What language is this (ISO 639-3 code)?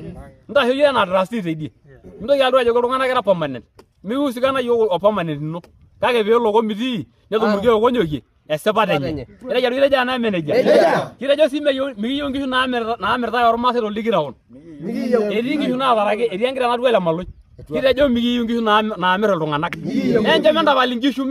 mas